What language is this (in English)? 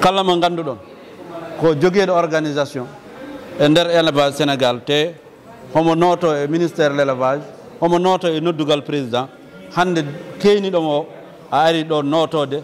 Fula